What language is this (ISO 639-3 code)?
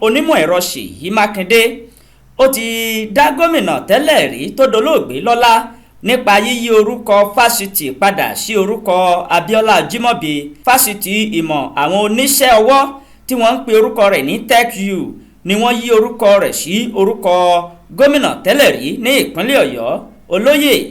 yor